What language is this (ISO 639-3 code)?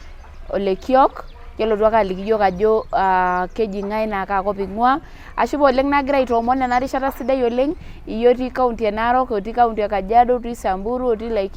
mas